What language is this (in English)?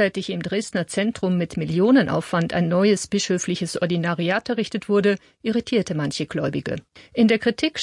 German